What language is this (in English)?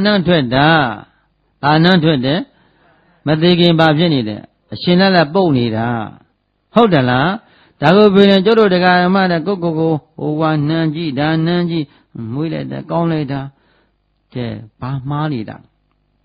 Burmese